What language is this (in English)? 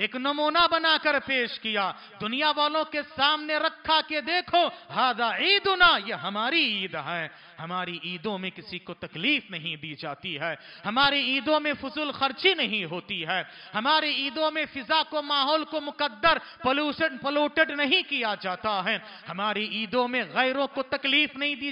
Urdu